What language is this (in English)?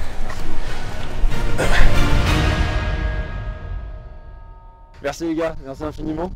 French